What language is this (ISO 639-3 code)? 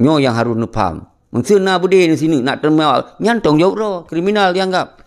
ace